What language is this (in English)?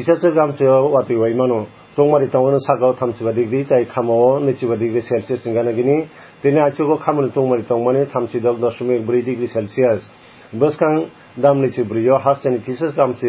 Kok Borok